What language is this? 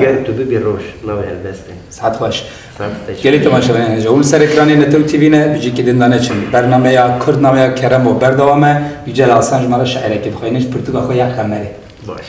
Kurdish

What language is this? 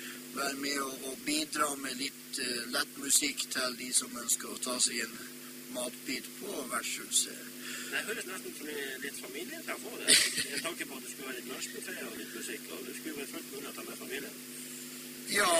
Norwegian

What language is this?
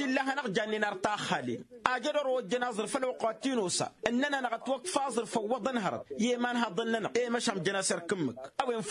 Tamasheq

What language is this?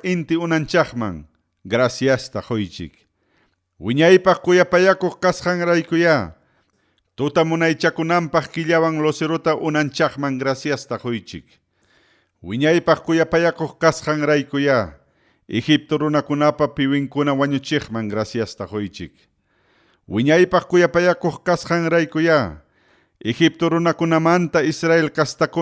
Ayacucho Quechua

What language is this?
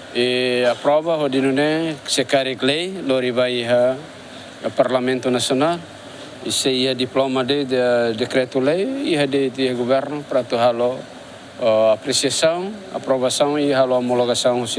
Tetum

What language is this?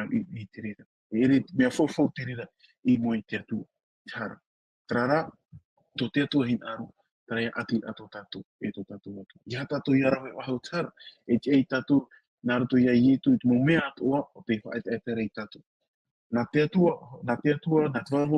Tahitian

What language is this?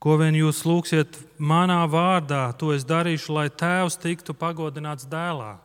Latvian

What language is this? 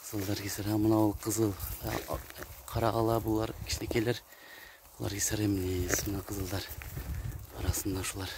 Kyrgyz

